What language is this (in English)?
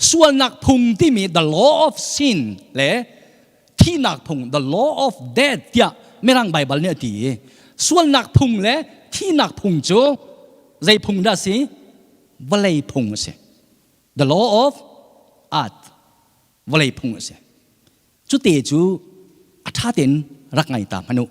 Hakha Chin